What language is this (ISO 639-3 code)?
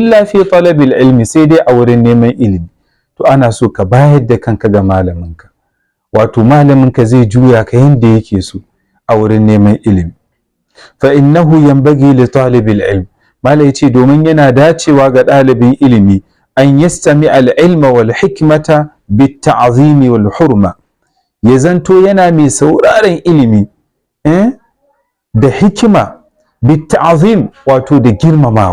hau